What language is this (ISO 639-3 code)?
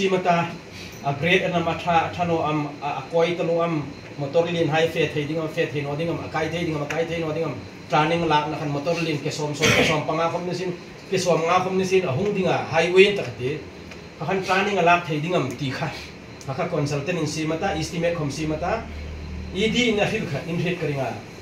hmr